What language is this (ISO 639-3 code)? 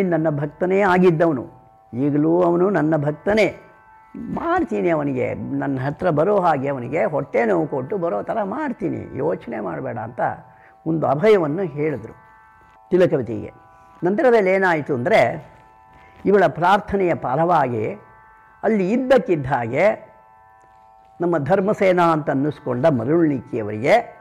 kan